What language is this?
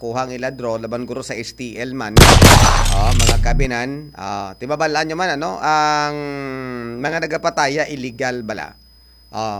Hiligaynon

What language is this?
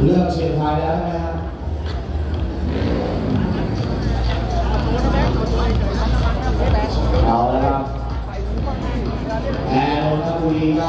Thai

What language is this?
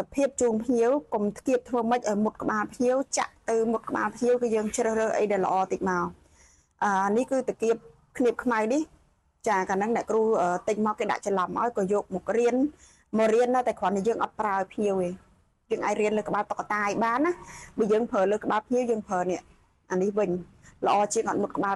Khmer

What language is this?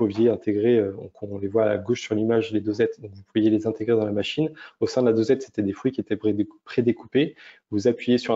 French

